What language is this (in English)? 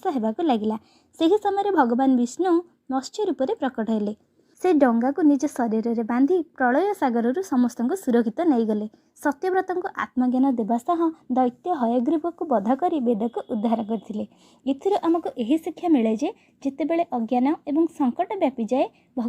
Odia